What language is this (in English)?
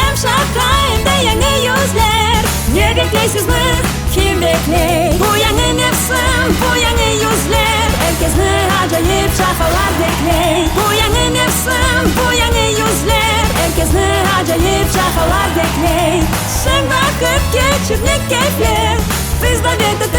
Crimean Tatar